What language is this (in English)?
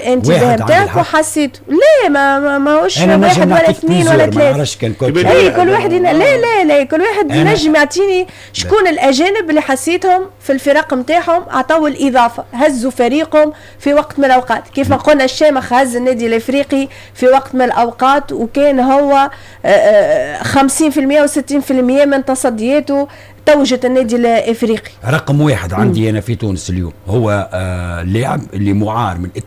Tunisian Arabic